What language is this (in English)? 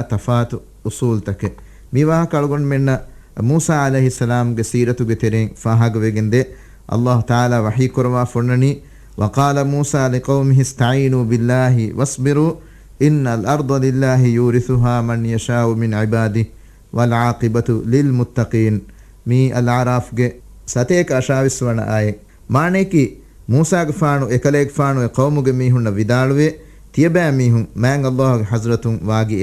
Divehi